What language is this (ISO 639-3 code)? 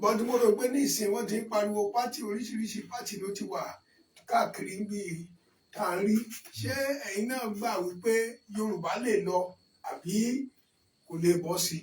yor